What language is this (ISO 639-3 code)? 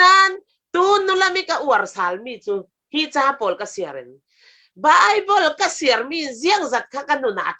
cfm